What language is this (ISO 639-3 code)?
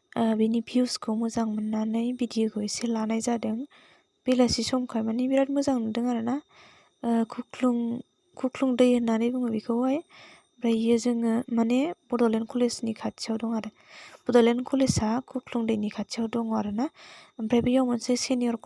brx